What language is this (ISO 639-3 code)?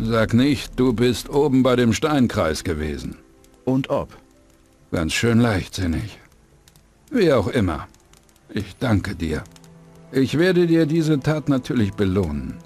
bar